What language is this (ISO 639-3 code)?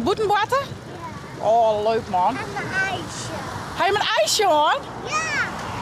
fry